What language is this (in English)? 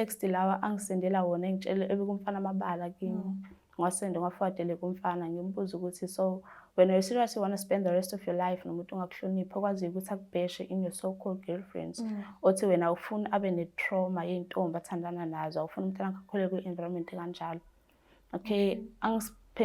Zulu